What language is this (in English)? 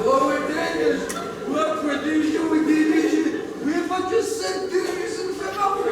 Kabardian